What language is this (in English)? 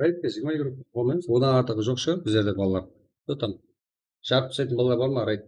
Kara-Kalpak